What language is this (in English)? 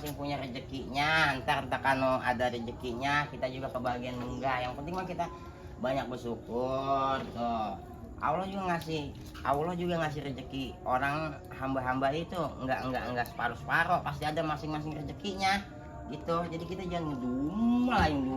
Betawi